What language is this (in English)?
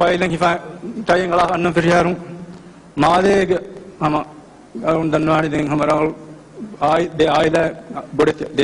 Divehi